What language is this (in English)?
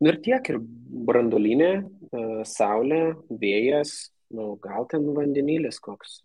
Lithuanian